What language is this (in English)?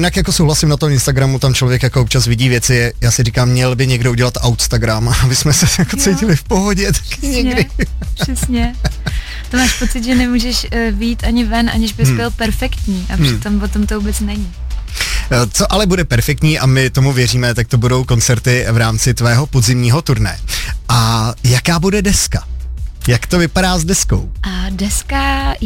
Czech